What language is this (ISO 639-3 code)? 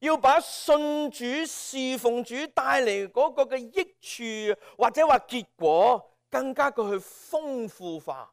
yue